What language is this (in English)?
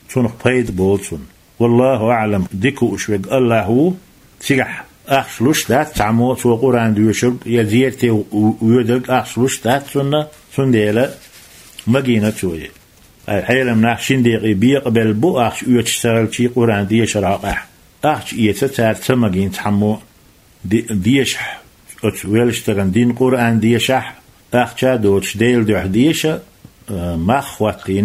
Chechen